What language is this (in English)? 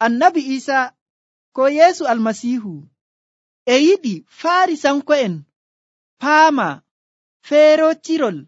Nigerian Fulfulde